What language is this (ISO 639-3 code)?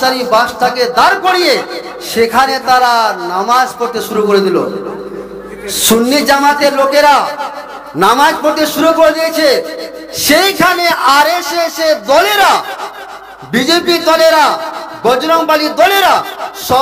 ben